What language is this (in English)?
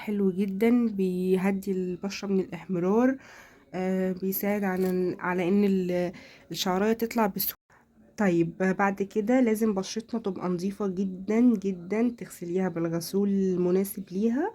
Egyptian Arabic